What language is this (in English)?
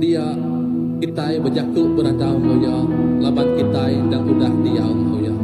Iban